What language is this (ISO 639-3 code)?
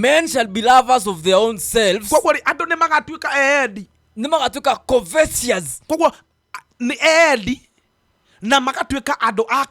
kik